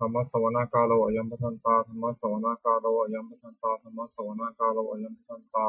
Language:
Pali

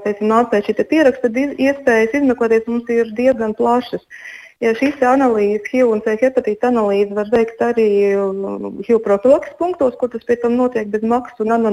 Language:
Latvian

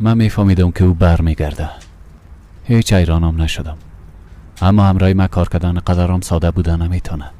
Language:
Persian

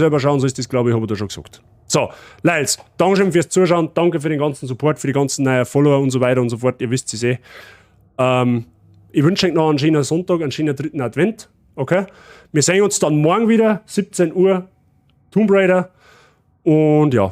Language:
Bavarian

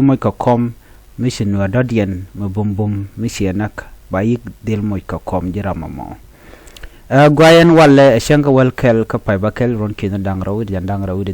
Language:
Nuer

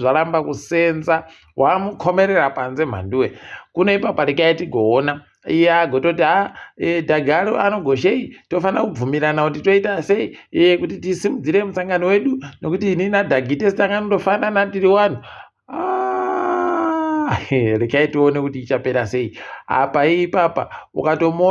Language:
Ndau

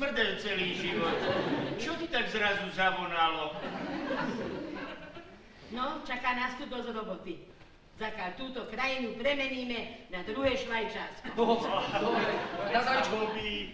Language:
Slovak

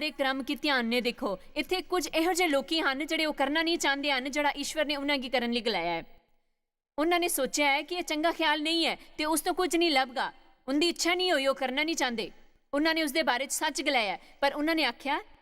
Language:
Dogri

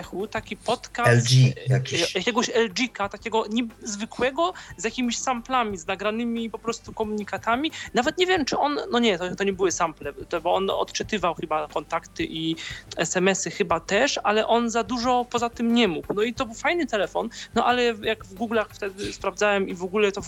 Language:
Polish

